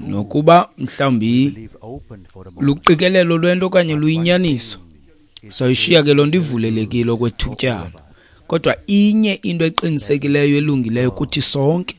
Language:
Xhosa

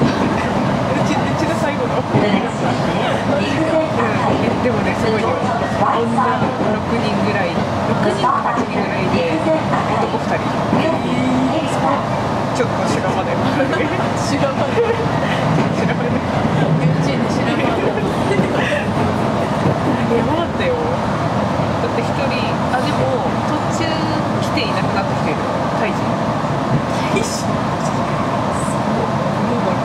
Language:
Japanese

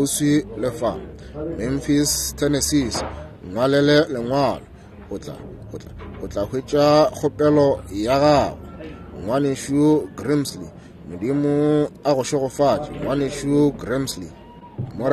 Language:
Northern Sotho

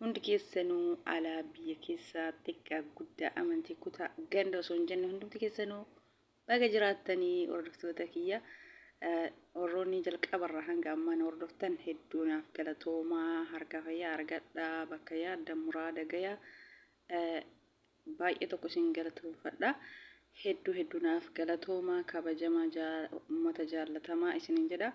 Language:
Oromo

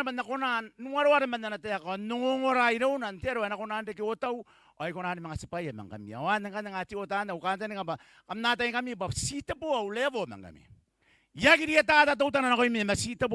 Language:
Gilbertese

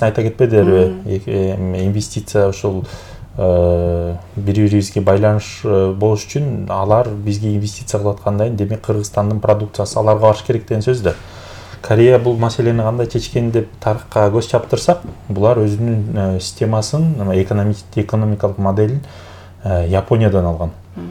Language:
Kyrgyz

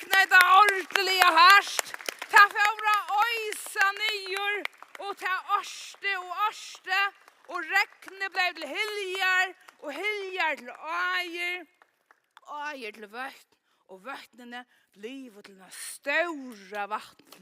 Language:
Faroese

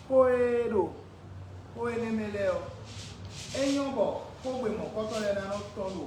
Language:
Fon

